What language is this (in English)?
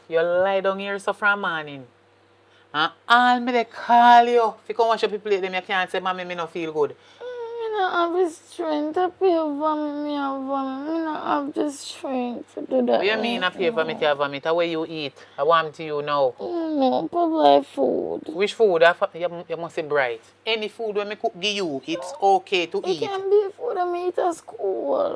Jamaican Creole English